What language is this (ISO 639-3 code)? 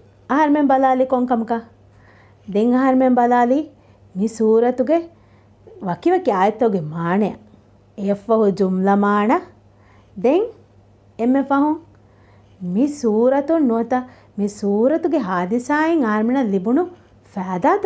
div